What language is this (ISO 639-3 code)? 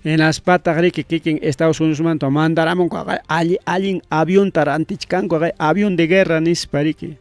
quy